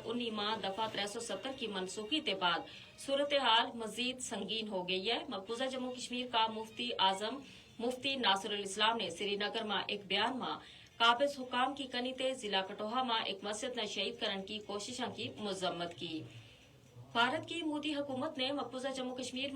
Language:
Gujari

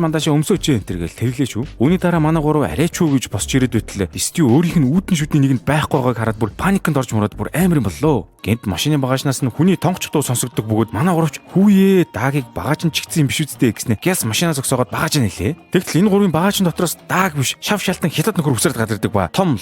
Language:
Mongolian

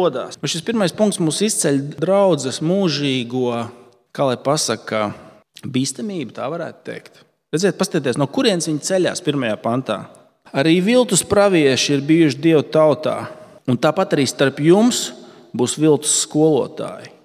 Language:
Latvian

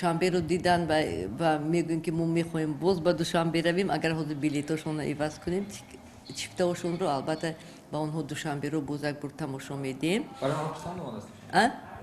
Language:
Tajik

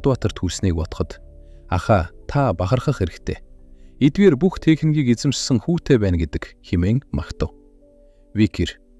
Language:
Mongolian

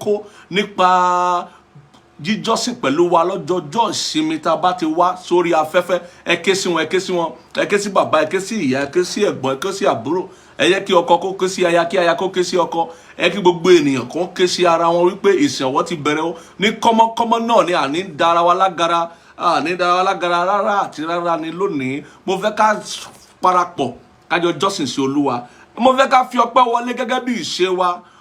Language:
Yoruba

